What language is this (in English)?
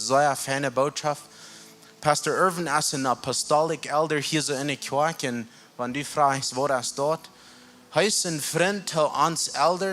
Plautdietsch